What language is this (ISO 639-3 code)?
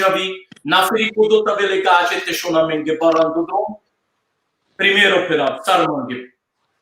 rmn